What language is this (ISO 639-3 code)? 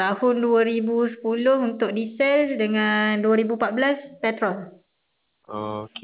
msa